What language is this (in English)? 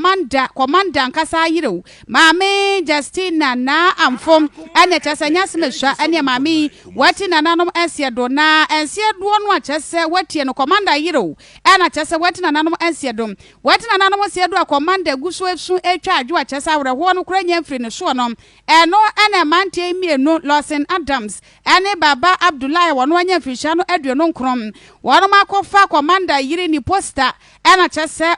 Akan